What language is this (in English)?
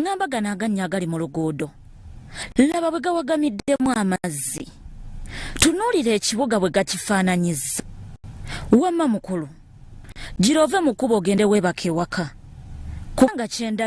Ganda